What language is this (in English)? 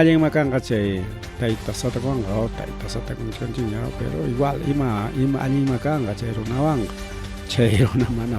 Ayacucho Quechua